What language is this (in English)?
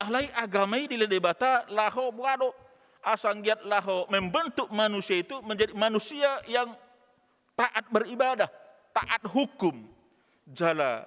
Batak Toba